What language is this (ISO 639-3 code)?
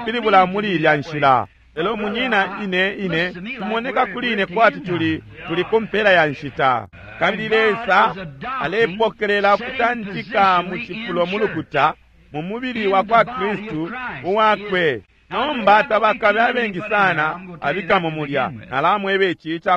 bem